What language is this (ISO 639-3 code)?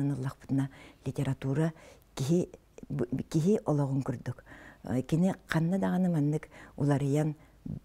sah